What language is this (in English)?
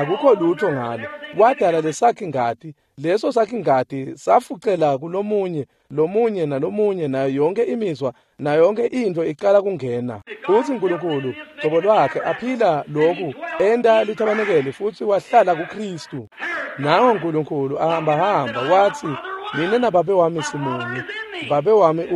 Swati